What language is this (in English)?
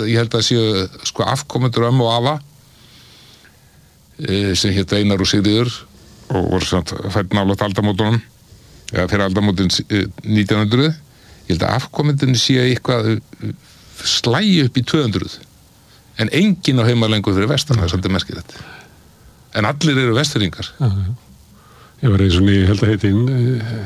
Icelandic